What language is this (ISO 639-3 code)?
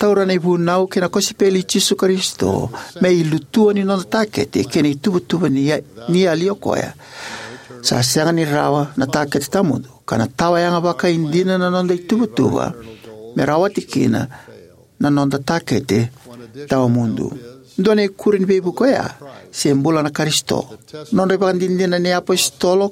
fij